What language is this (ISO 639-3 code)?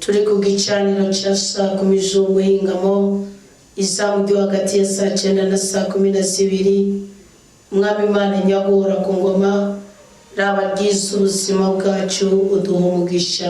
run